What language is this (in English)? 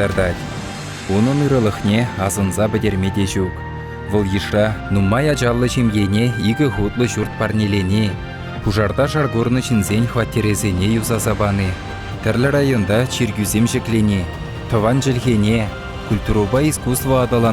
Chuvash